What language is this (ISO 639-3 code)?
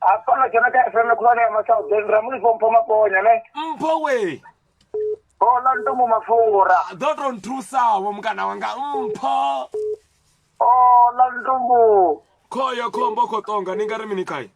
ven